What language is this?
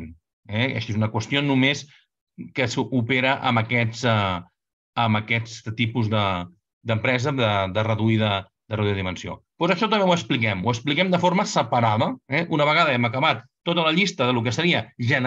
Catalan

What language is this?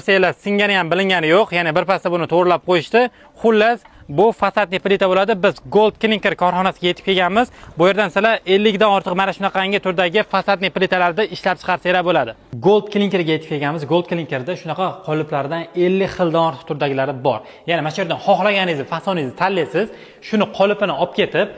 Uzbek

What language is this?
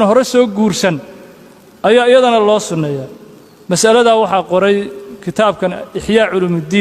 Somali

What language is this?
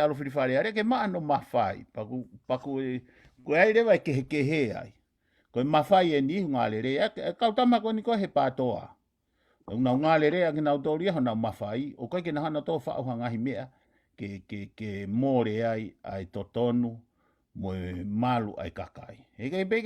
Tongan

